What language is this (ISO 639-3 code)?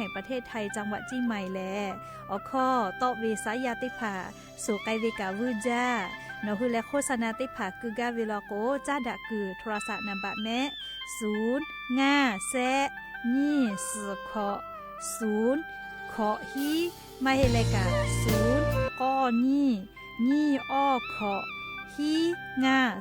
lhu